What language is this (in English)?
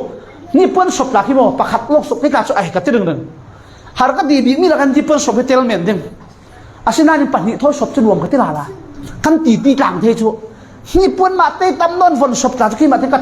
Falam Chin